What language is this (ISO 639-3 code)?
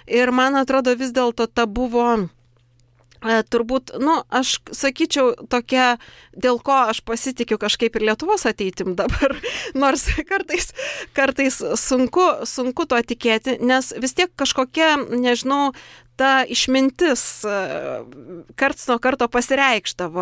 lit